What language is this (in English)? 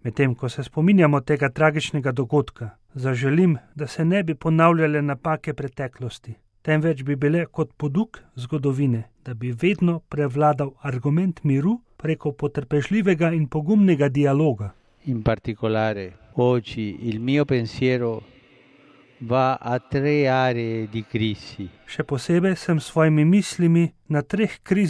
Slovenian